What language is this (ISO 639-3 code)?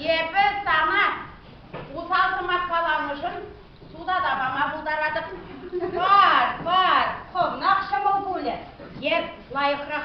chv